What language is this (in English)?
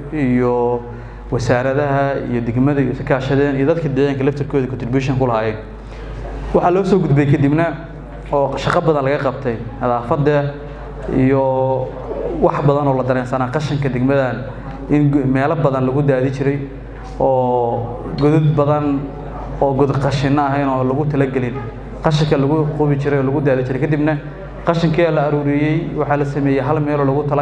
Somali